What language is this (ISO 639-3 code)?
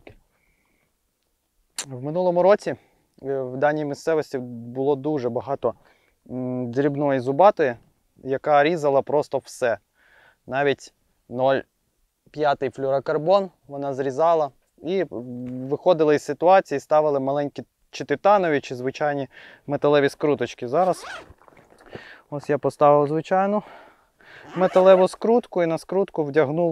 ukr